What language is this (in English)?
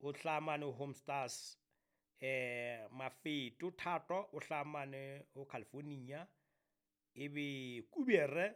Southern Sotho